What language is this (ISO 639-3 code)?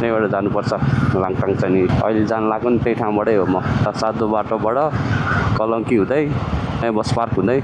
nep